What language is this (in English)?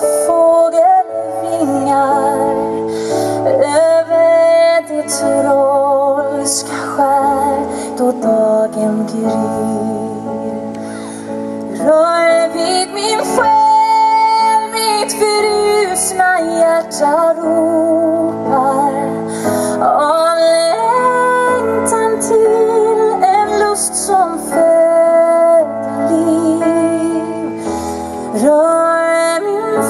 Swedish